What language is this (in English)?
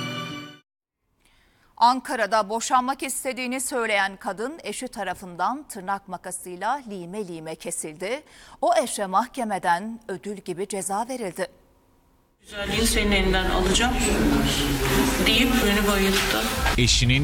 Turkish